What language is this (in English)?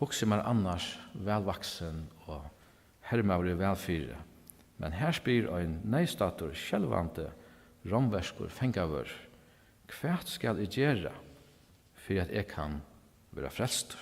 Faroese